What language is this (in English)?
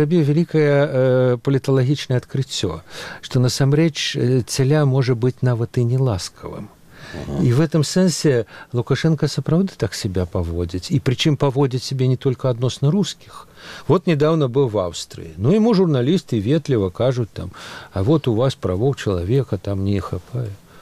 Belarusian